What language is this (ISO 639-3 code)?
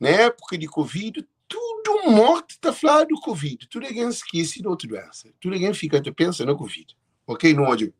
kea